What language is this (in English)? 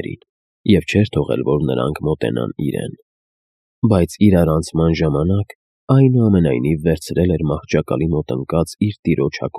Armenian